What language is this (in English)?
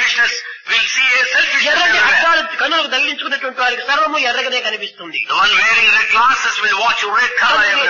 Telugu